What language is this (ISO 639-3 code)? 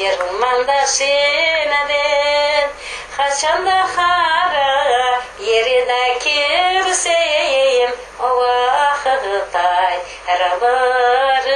crh